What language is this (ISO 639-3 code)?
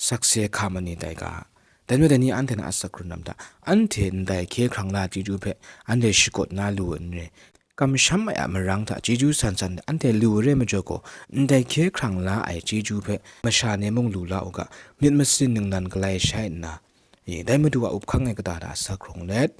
kac